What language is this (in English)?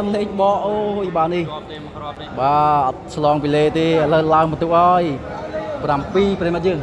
Khmer